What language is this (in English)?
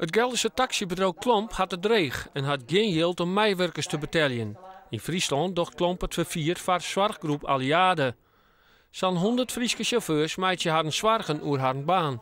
Western Frisian